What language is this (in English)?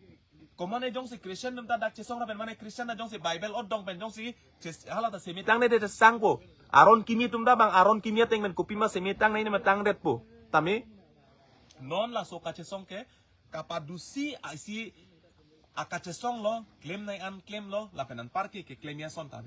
Karbi